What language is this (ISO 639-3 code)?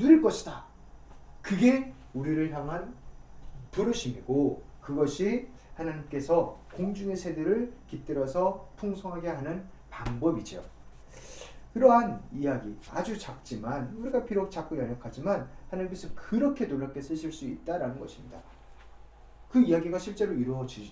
kor